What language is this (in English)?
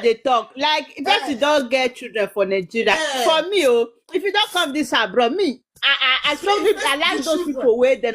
Nigerian Pidgin